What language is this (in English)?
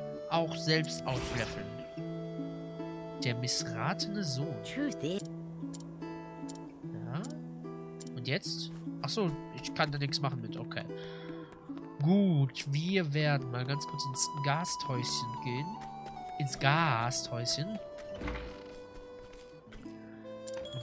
German